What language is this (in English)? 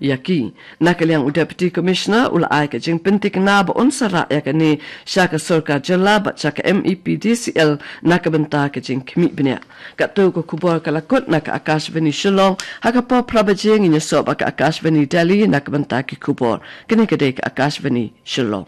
Khasi